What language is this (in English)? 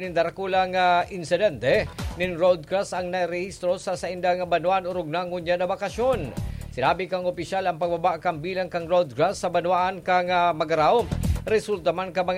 Bikol